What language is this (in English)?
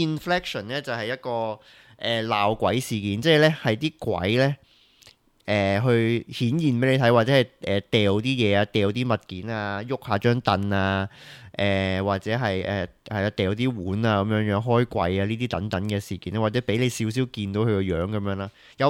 Cantonese